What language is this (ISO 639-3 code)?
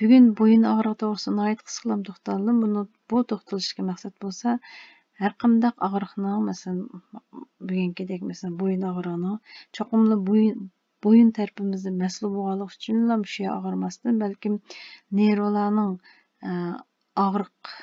uig